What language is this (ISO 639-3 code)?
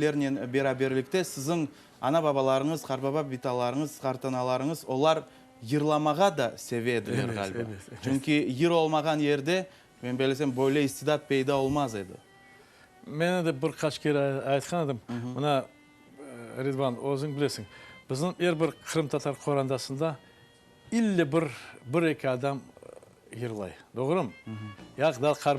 crh